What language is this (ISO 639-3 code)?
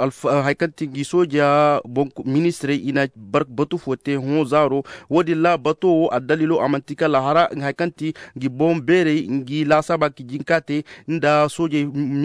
dje